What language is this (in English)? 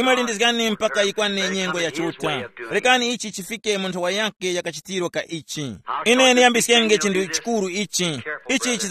Tumbuka